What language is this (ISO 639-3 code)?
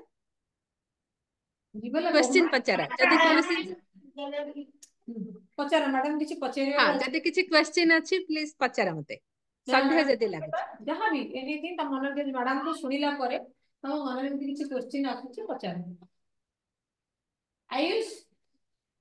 ori